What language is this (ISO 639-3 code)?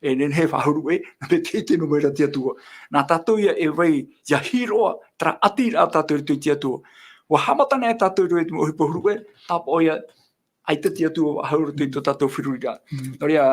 tah